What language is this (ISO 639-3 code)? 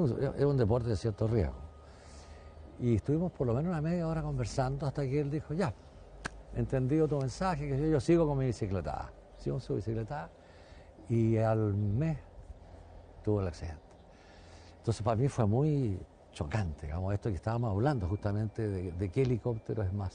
spa